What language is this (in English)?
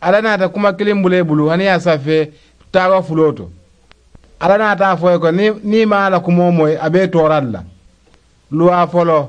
Mandingo